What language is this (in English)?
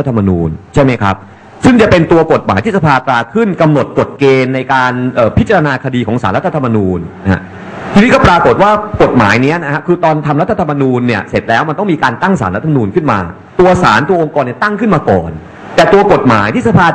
Thai